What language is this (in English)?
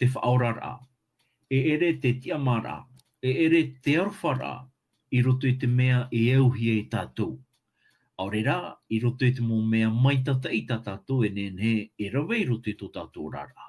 Tahitian